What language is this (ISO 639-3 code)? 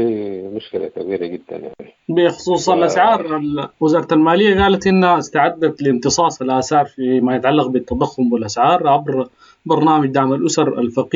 apd